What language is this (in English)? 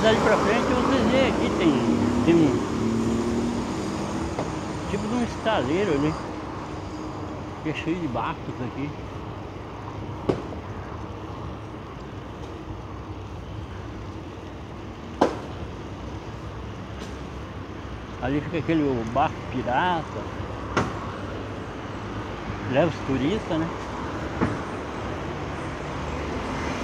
Portuguese